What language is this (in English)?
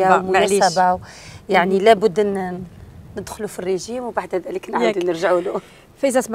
Algerian Arabic